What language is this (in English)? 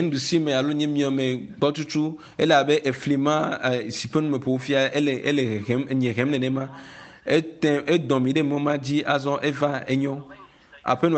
Ewe